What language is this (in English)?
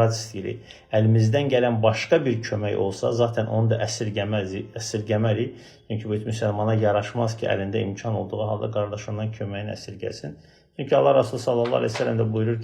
Azerbaijani